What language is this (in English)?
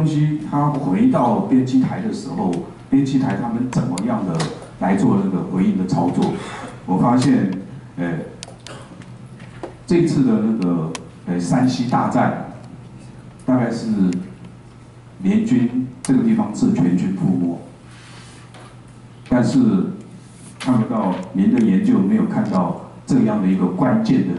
Chinese